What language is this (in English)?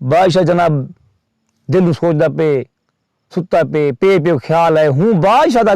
Saraiki